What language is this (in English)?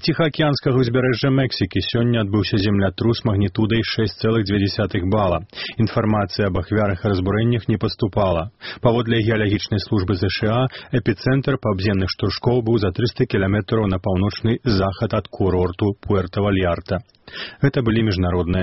Belarusian